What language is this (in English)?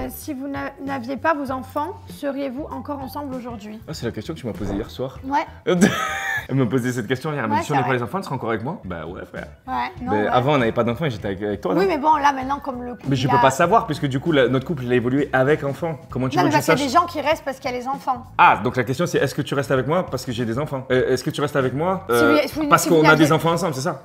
French